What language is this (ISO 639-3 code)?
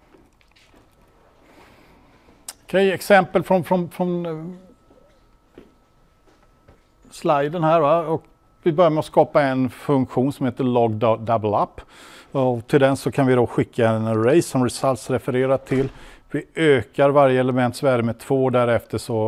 swe